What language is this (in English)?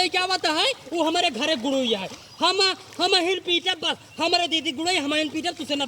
Awadhi